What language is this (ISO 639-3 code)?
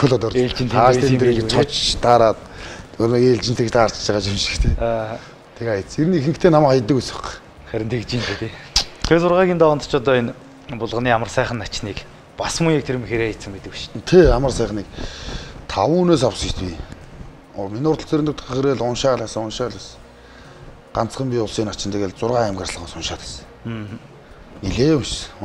mon